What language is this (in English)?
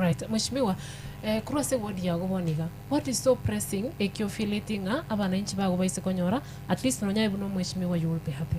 Gusii